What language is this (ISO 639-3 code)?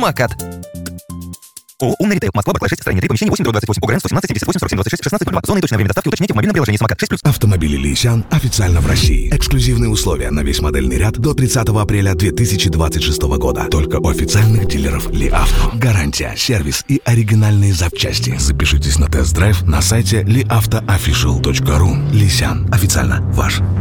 rus